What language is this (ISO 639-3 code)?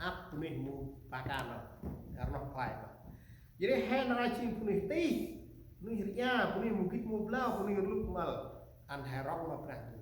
cmo